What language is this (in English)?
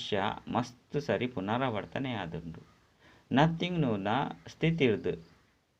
Tulu